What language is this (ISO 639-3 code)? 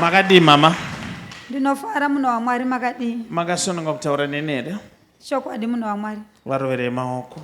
sna